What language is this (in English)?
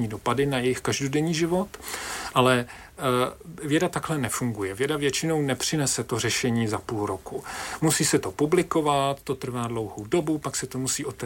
Czech